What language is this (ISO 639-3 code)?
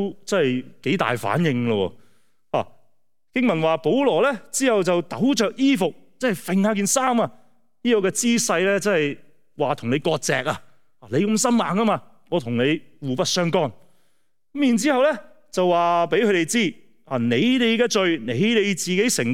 yue